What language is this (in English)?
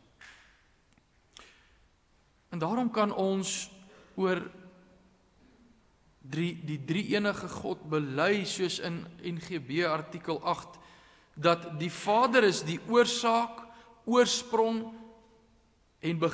Afrikaans